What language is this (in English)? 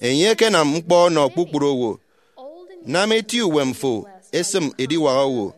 Efik